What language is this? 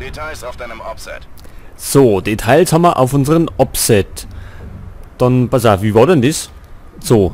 Bavarian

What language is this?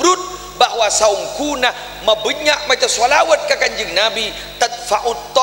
Madurese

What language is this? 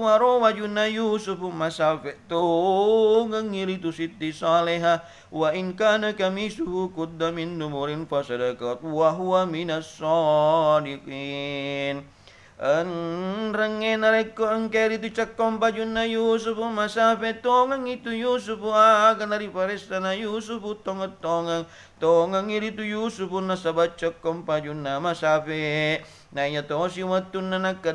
Buginese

